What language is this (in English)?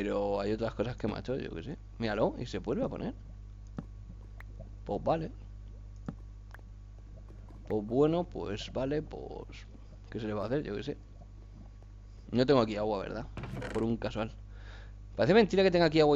Spanish